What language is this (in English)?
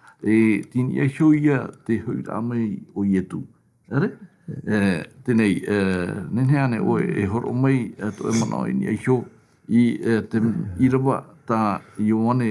Tahitian